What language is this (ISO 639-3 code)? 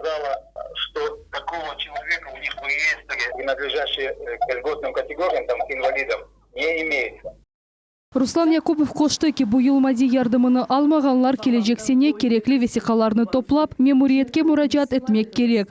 crh